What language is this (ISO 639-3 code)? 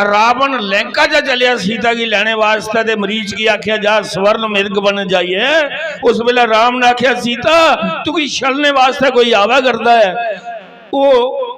doi